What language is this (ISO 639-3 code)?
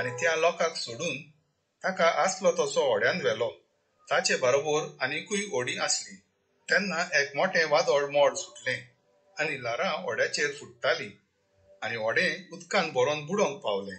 kok